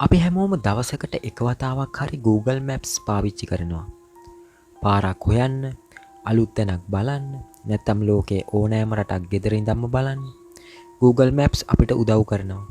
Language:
Sinhala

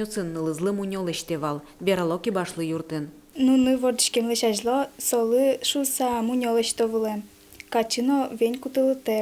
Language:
Udmurt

